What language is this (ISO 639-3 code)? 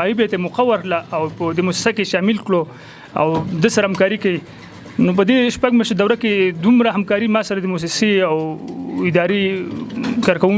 pus